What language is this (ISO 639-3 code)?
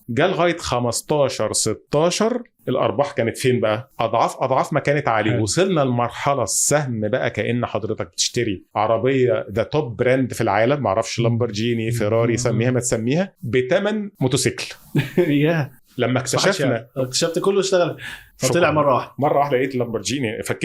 arz